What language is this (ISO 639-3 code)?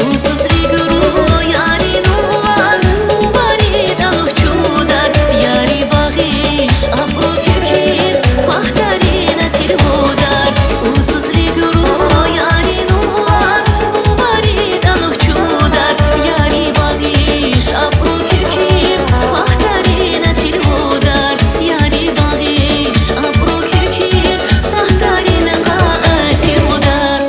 tab